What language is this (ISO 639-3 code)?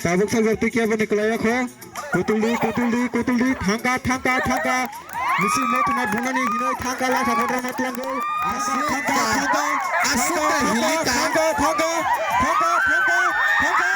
trp